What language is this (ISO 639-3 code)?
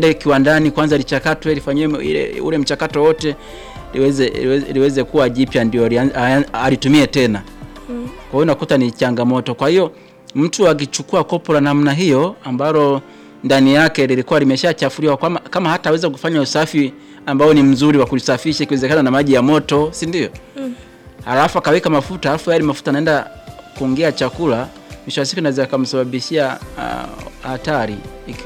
swa